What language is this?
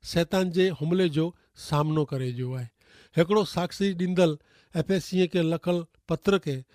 Kachhi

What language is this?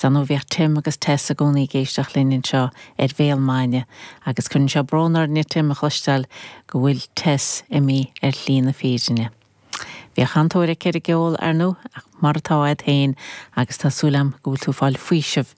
Irish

